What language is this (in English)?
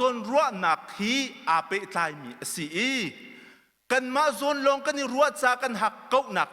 Hakha Chin